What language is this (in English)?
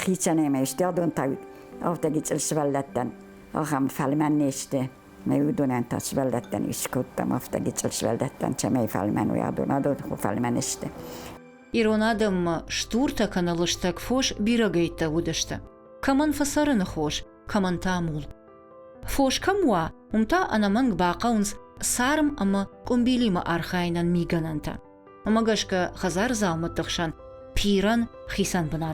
Ossetic